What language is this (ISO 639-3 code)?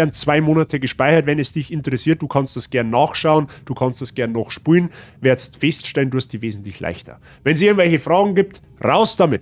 bar